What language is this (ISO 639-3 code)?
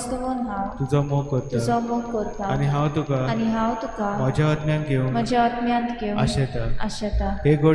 kok